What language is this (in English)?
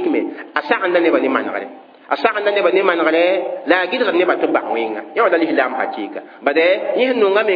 Mossi